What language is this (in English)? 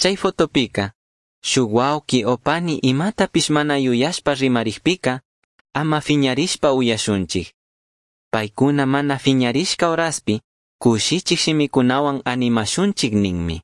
Chimborazo Highland Quichua